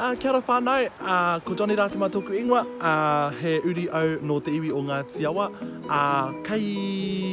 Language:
Māori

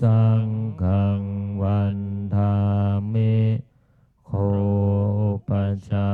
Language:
Pali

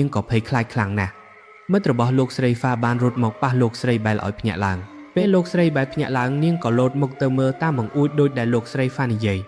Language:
Khmer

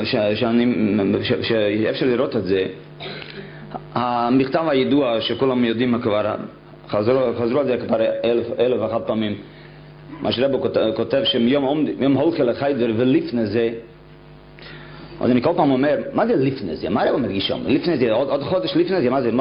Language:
Hebrew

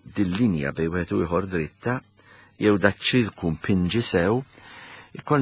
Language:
Maltese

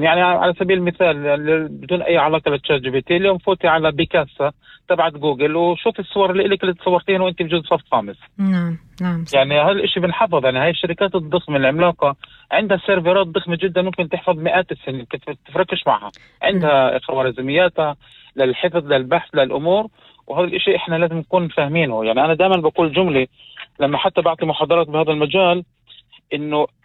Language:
North Levantine Arabic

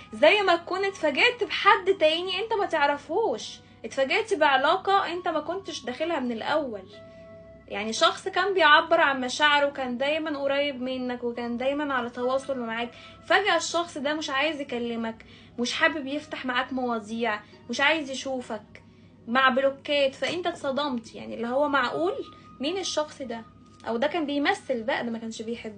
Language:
Egyptian Arabic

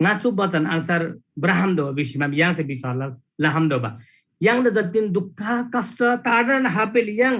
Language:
Eastern Tamang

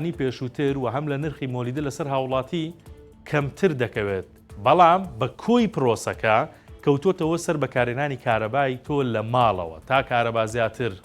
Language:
Central Kurdish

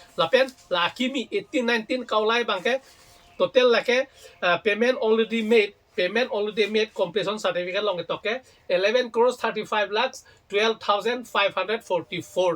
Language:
Karbi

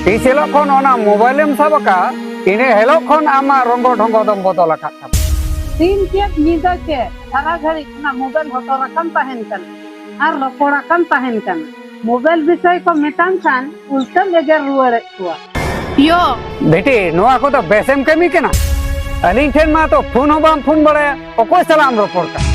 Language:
Santali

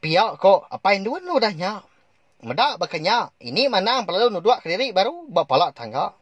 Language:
Iban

